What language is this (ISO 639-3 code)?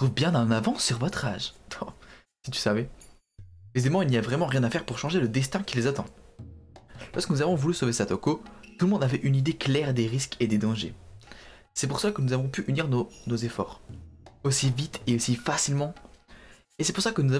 fra